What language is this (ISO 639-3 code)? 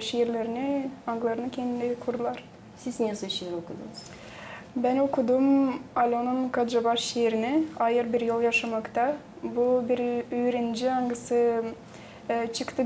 gag